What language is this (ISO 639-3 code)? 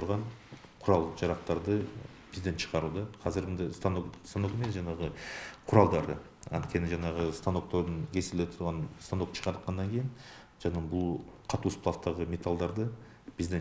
kir